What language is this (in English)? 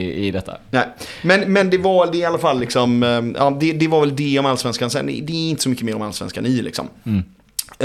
Swedish